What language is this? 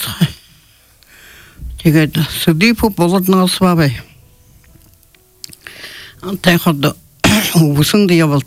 Buriat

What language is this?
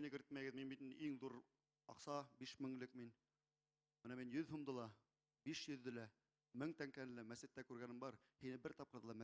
Bashkir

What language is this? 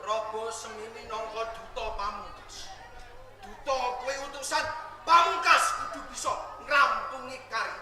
Javanese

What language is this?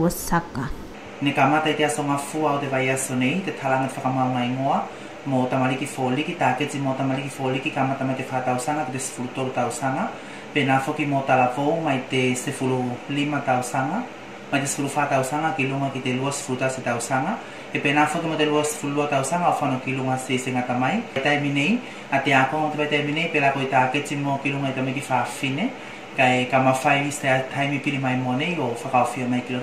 Tuvalu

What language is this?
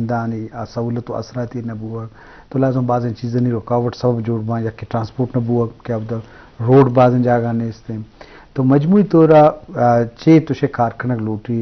Eastern Balochi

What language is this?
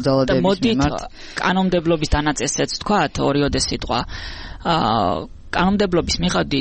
Georgian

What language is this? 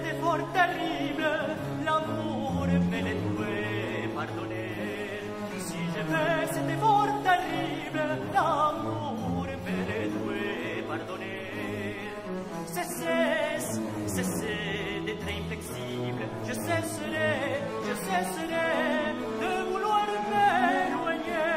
French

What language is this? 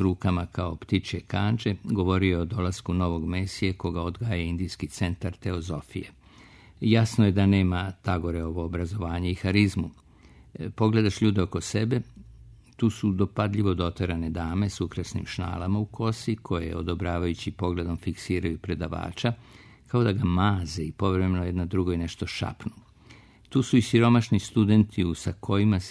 Serbian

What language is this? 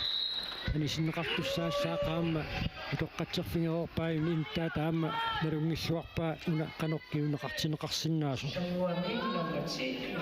Kalaallisut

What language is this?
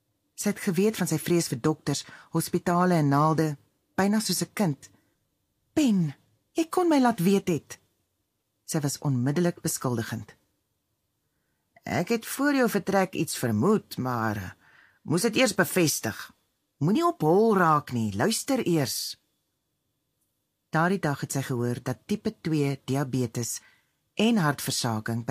Afrikaans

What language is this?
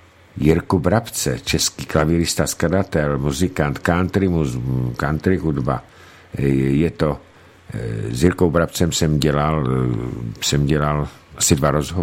Czech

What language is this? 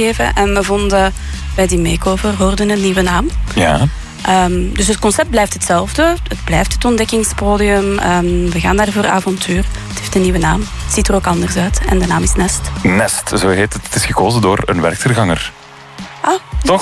Dutch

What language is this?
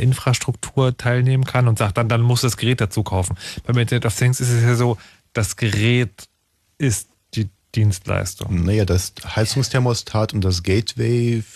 German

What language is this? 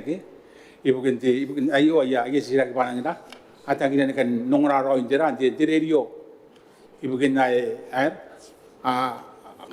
Gilbertese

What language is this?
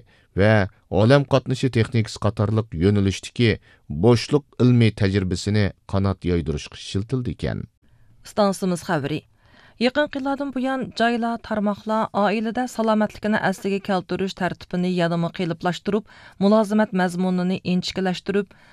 Uyghur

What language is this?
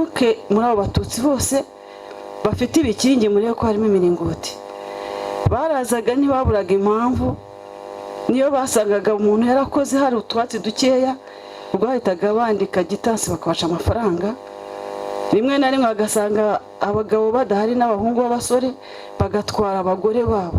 Kinyarwanda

